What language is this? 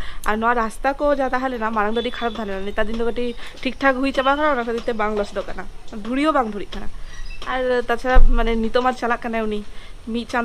Santali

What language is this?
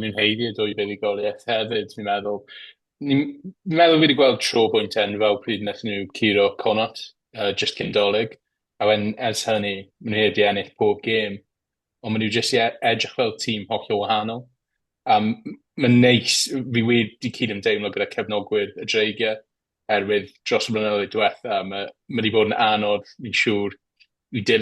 Welsh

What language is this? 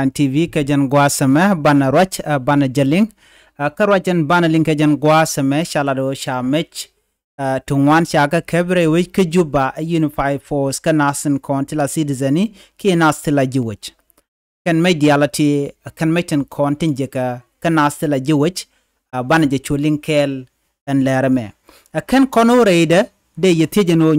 Nuer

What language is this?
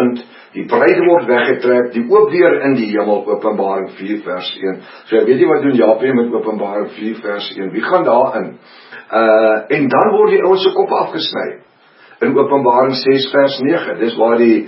Afrikaans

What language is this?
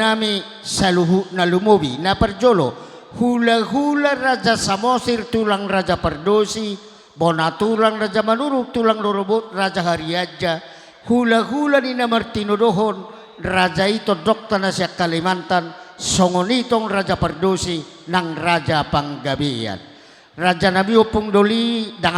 Batak Toba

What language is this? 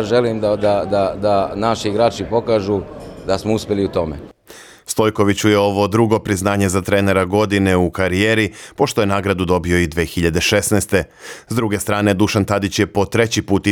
Serbian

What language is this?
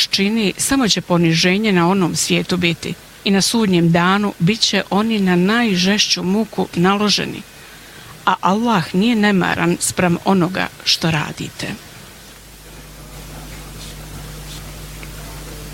Bosnian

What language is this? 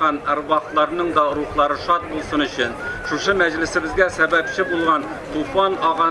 Tatar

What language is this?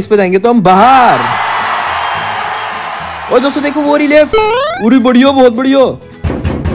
Hindi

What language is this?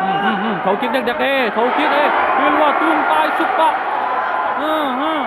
Tedim Chin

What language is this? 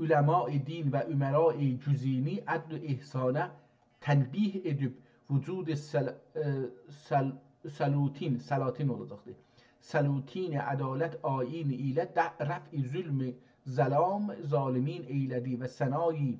South Azerbaijani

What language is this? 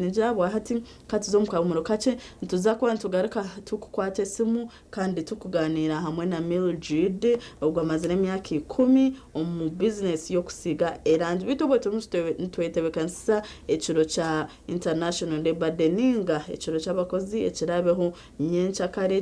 Nyankole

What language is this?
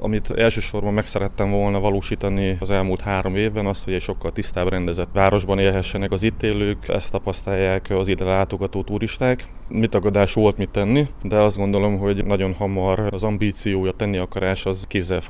Hungarian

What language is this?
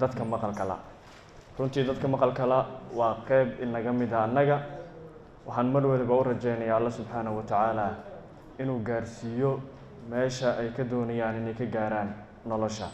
Somali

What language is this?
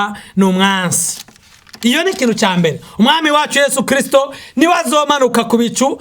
Rundi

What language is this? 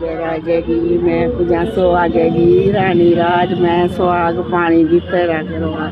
Dogri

